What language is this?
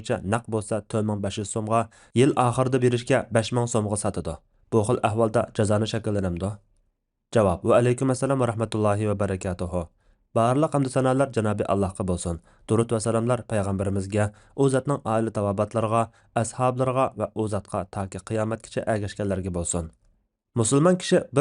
Uyghur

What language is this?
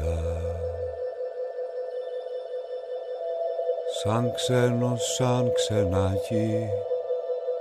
Greek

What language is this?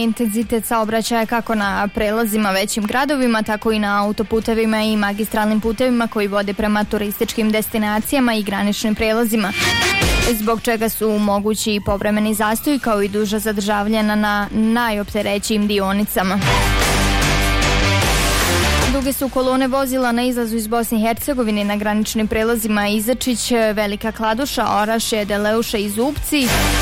Bosnian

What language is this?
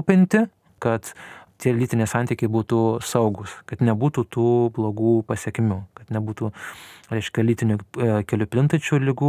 Lithuanian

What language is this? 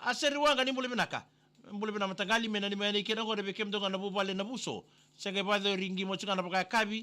Fijian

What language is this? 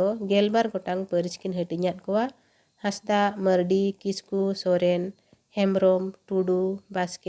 Santali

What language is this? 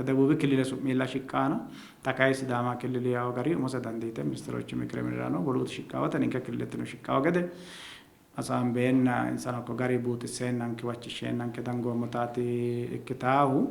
Sidamo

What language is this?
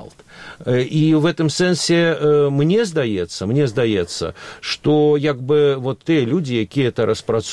Belarusian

